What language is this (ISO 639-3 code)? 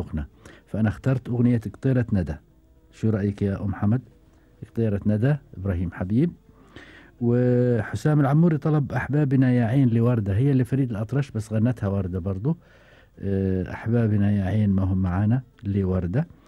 afb